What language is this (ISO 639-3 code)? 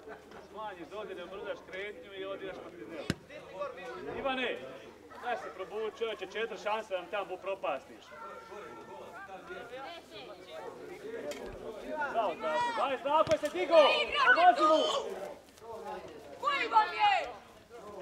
hrv